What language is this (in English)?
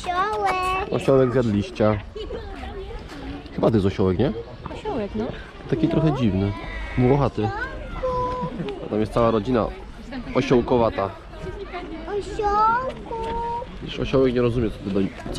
Polish